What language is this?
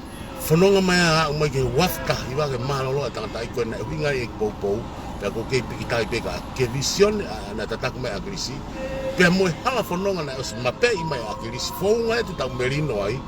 Tongan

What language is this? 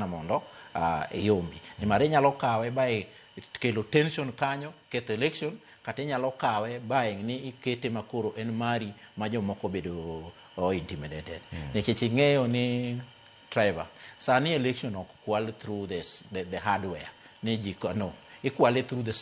Luo (Kenya and Tanzania)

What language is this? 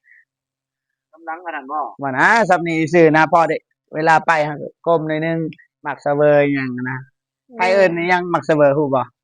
Lao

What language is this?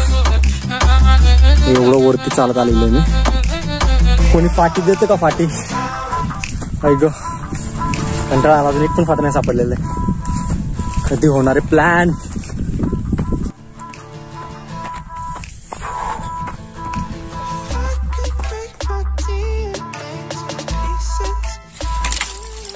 Marathi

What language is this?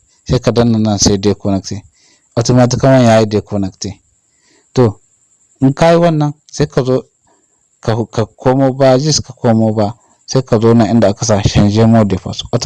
Hausa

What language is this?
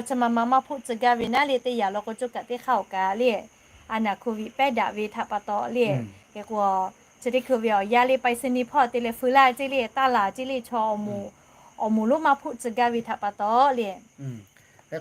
Lahu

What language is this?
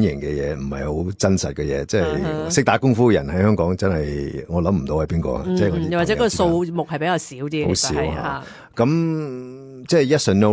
Cantonese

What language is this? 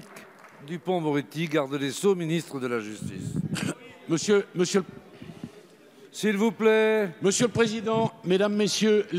French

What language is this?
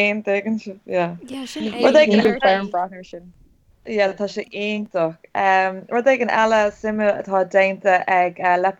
Irish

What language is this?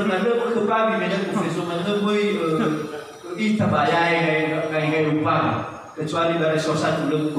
Nias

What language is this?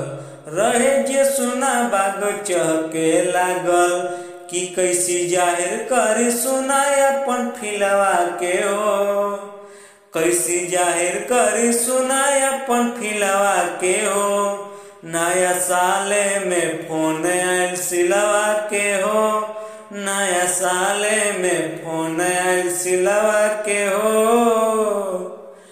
Bhojpuri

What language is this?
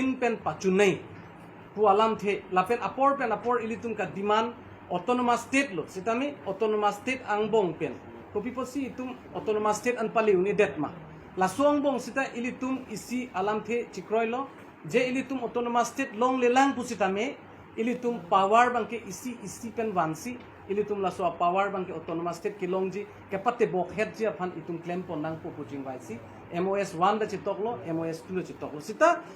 Karbi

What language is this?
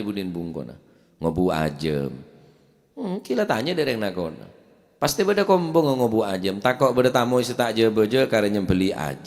Madurese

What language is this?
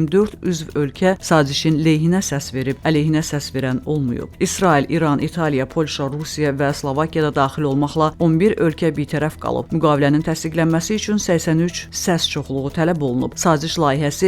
Azerbaijani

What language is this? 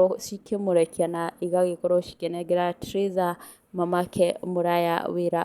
Kikuyu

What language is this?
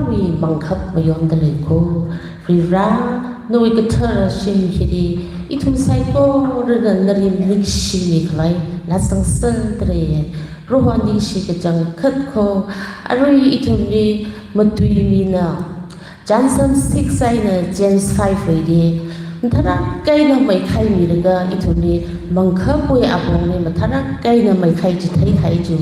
Tangkhul Naga (India)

